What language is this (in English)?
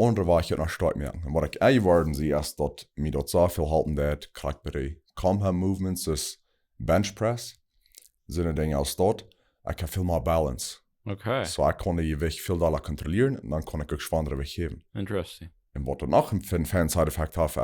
Plautdietsch